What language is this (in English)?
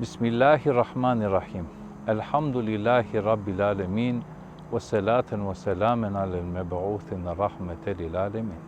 Balkan Romani